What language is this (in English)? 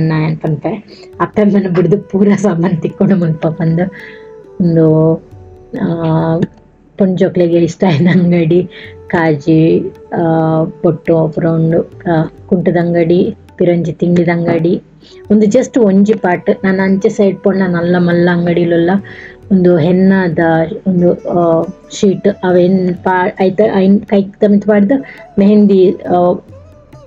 Tulu